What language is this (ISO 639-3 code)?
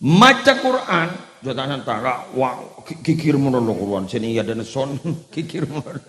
mad